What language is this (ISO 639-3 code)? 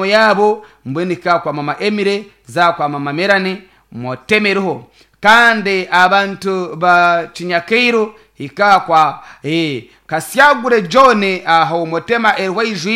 nyn